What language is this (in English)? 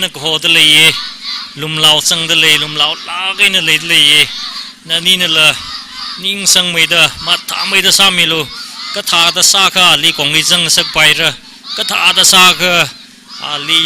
Tangkhul Naga (India)